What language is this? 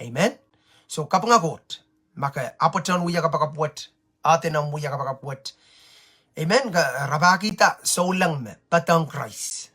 Pohnpeian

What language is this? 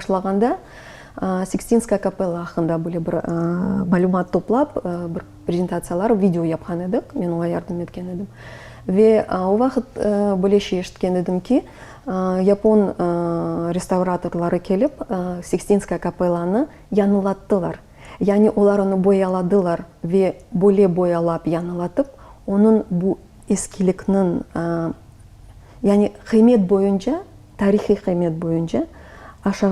Crimean Tatar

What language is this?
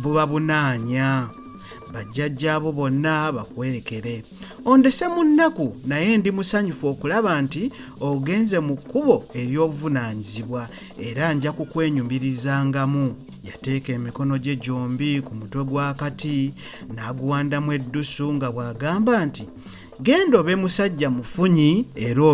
Ganda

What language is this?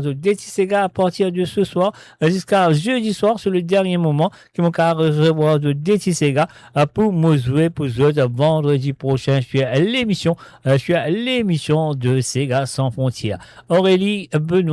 Morisyen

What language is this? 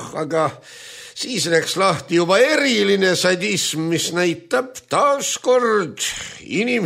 Estonian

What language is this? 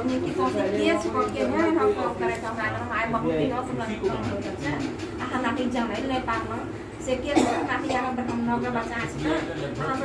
Maithili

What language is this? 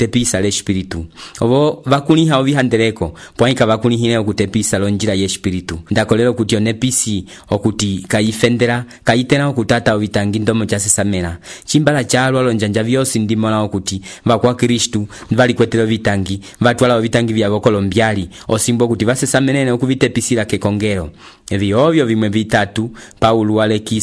Umbundu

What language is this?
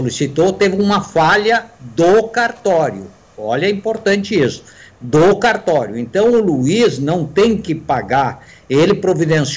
Portuguese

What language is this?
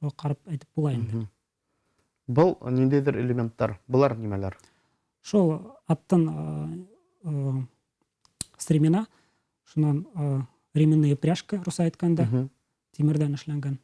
Bashkir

